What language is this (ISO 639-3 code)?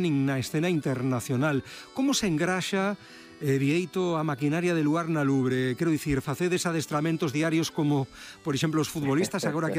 glg